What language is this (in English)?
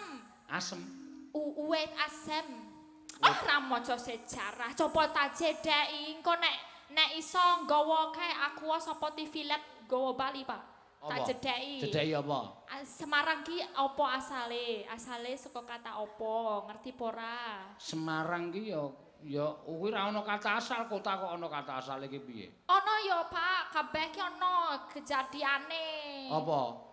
Javanese